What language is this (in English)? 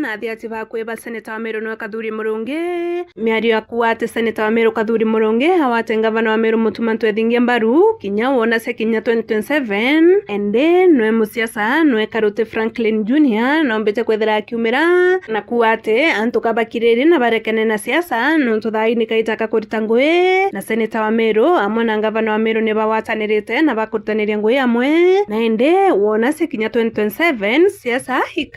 Meru